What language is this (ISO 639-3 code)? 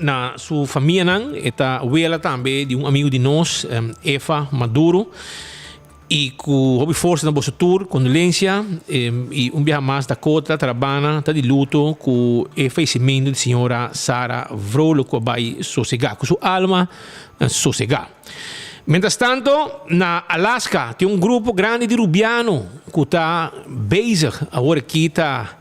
pap